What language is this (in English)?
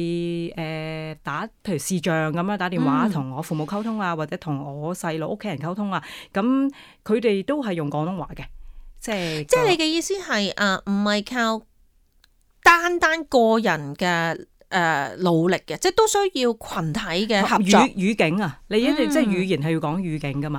Cantonese